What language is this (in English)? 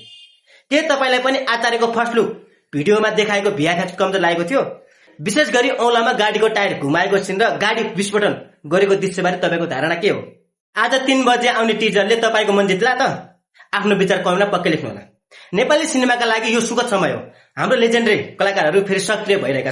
Nepali